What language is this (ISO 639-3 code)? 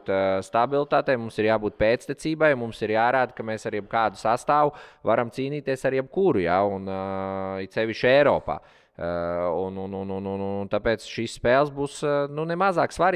lav